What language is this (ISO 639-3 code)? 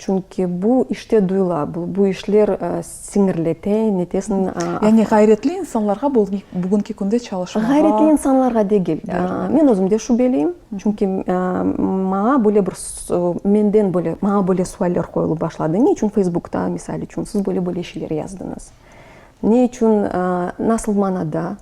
crh